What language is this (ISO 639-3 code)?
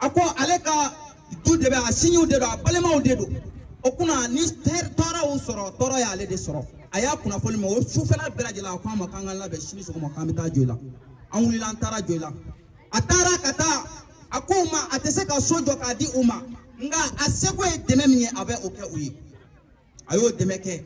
bam